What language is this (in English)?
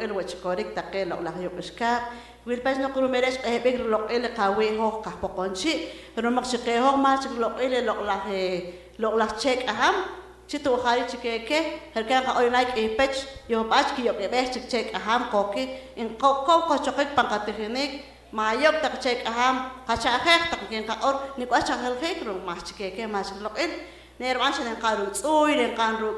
Poqomchi'